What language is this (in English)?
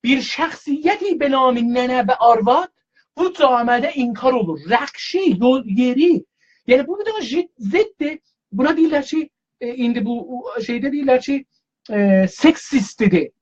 South Azerbaijani